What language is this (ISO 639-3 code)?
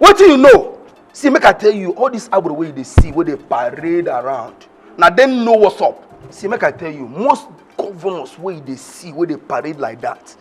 pcm